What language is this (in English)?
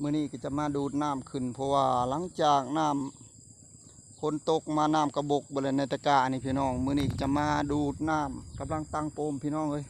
Northeastern Thai